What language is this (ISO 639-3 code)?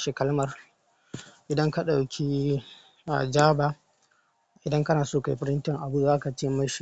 hau